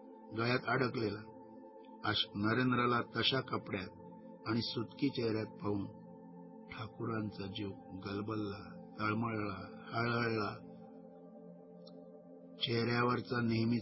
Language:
Marathi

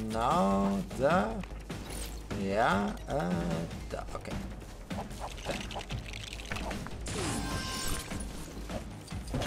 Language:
German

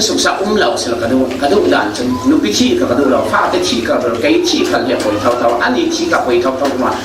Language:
Falam Chin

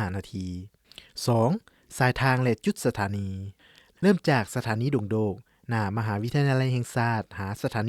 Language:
Lao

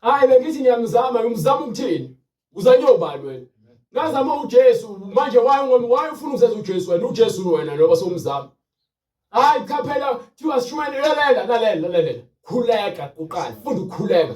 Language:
Zulu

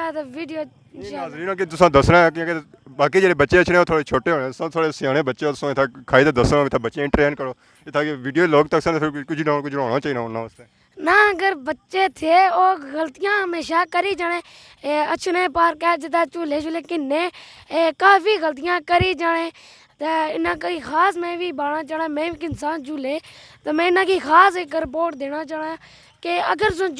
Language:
Pahari-Potwari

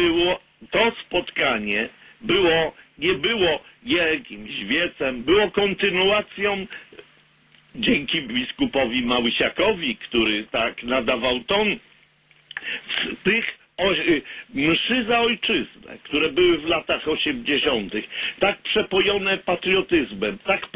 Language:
Polish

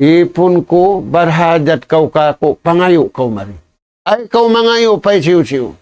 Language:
Tausug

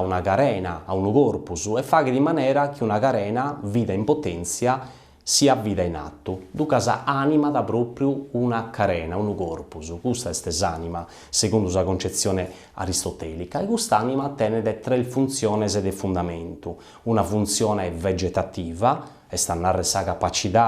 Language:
Sardinian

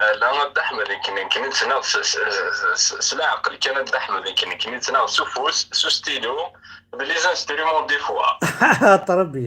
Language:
Kabyle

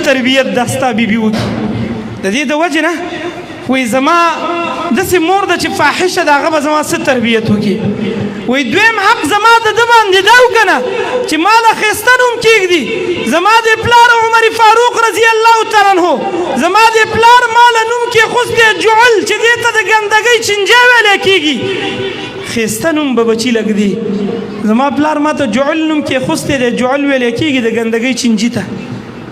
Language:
Pashto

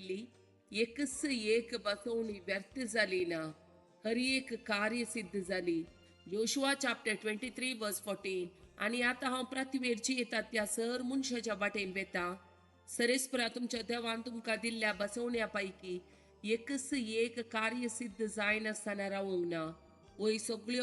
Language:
Konkani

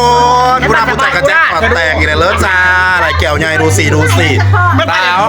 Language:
Northeastern Thai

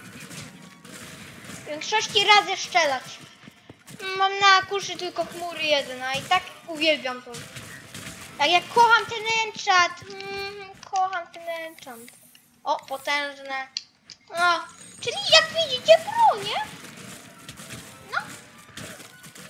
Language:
Polish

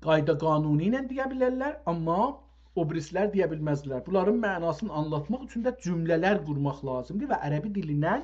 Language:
South Azerbaijani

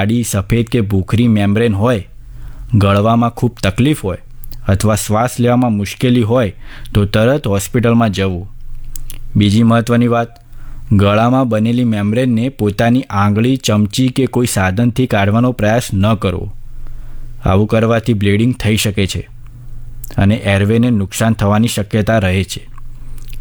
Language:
Gujarati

